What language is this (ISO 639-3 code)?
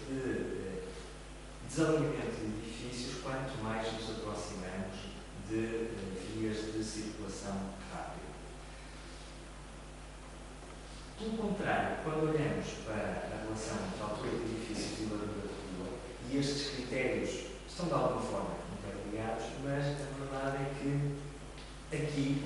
por